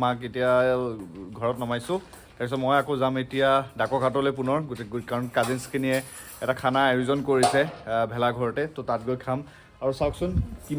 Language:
Assamese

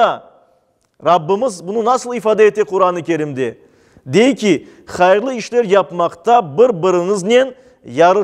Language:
Crimean Tatar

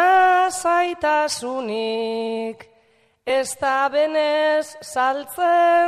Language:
Basque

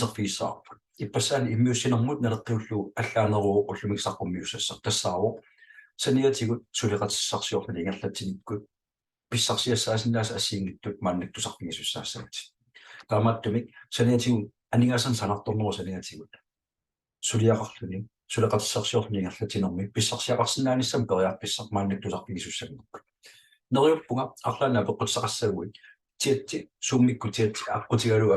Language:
Kalaallisut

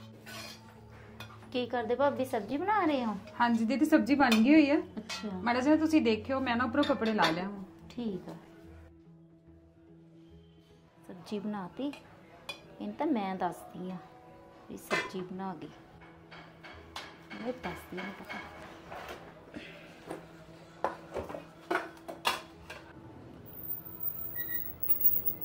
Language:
Punjabi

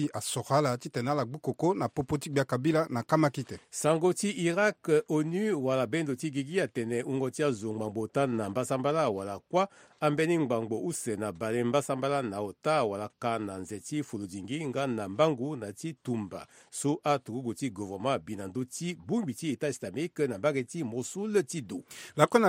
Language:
Sango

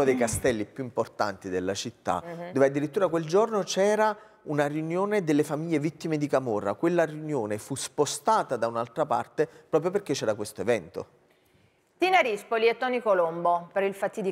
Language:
Italian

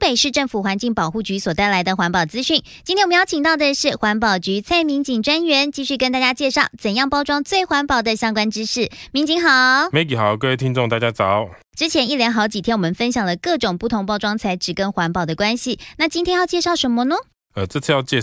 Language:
Chinese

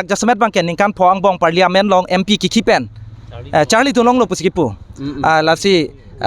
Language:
Karbi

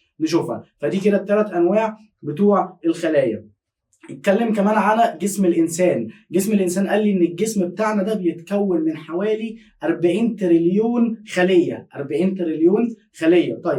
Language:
Egyptian Arabic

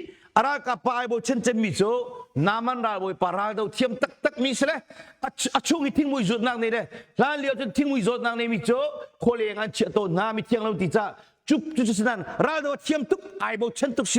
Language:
Hakha Chin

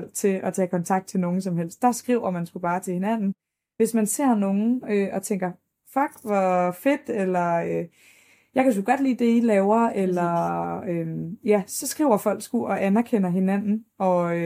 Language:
Danish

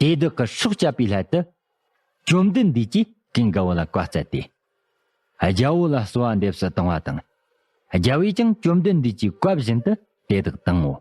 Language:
Tibetan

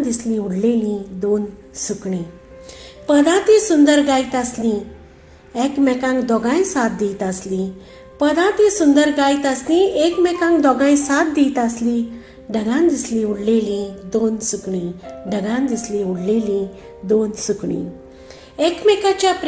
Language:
Konkani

